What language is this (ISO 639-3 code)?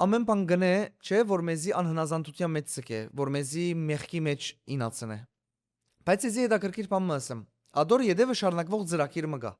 hyw